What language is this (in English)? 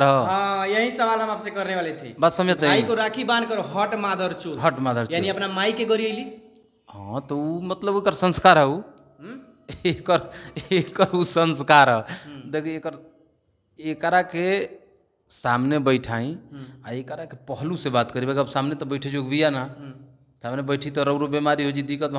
Bhojpuri